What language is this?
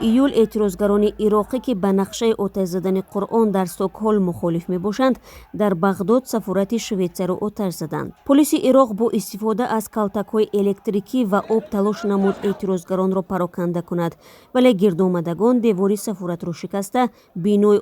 Tajik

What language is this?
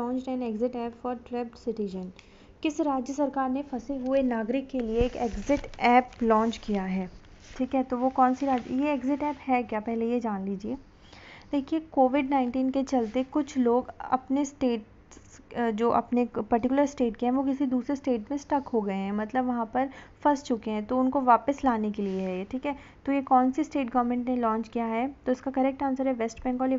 Hindi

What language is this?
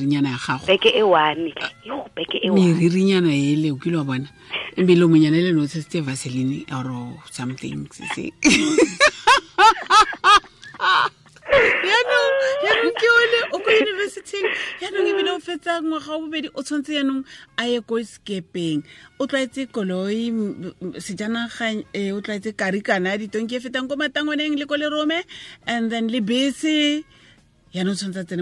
Tswana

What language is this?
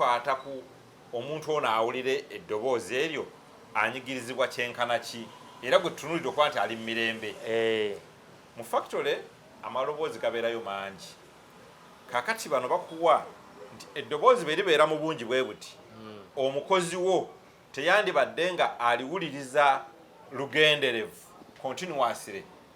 Ganda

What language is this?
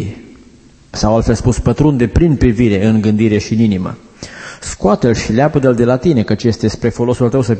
Romanian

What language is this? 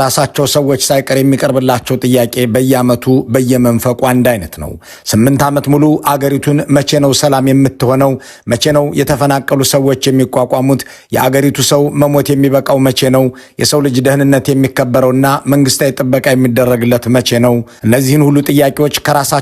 Amharic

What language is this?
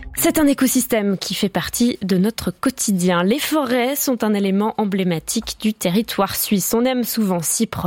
French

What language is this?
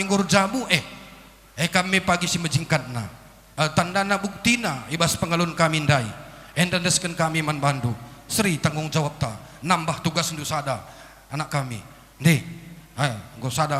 Batak Karo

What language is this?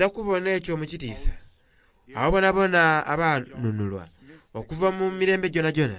Soga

